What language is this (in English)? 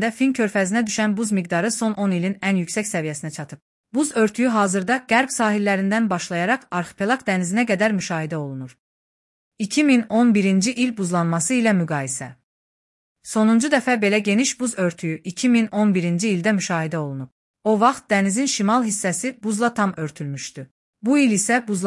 Azerbaijani